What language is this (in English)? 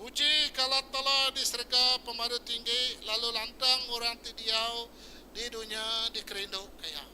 Iban